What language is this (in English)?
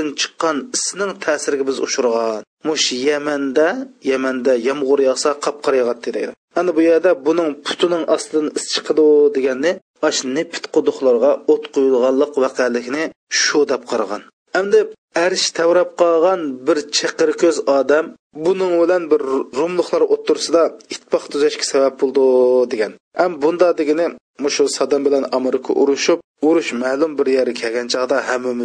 Uyghur